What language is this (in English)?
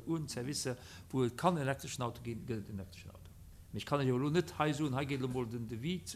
Luxembourgish